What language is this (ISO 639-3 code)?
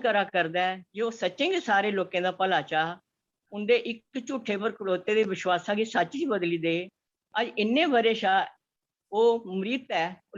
doi